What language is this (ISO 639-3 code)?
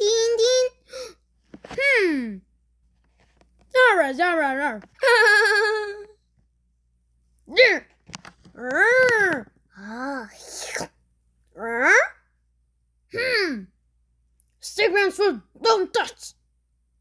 eng